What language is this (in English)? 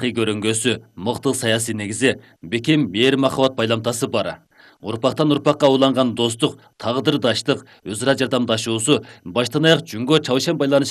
Kyrgyz